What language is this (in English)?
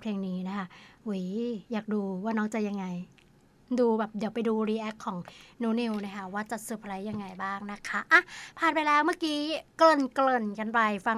Thai